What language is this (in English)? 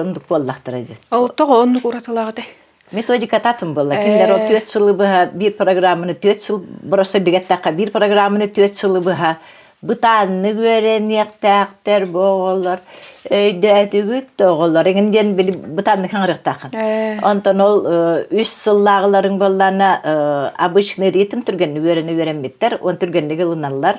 Yakut